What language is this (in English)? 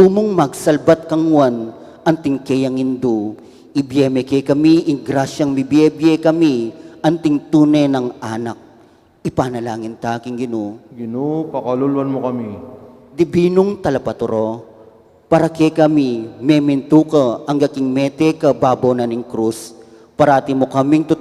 Pampanga